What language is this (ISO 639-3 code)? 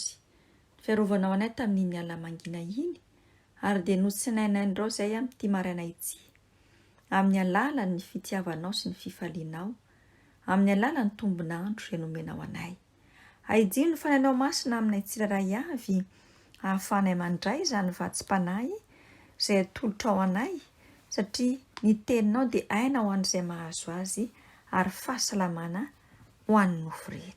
mlg